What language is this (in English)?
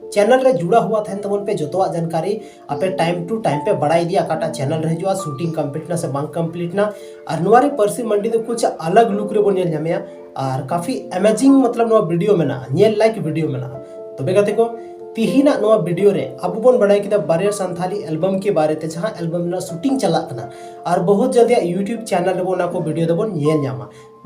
Santali